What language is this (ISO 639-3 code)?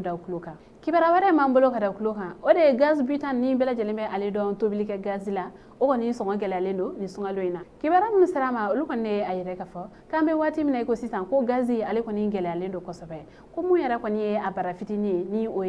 bam